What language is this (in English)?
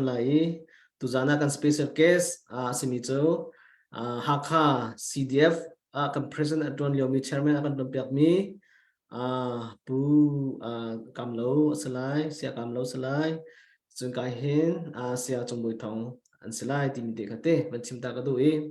Hakha Chin